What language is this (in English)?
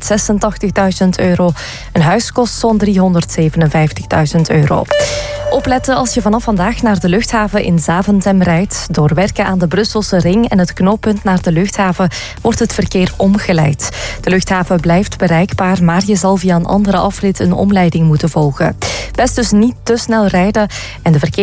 Dutch